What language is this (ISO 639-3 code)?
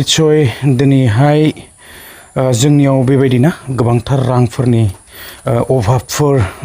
brx